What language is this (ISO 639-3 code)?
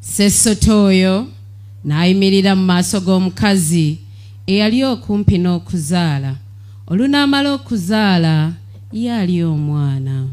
lug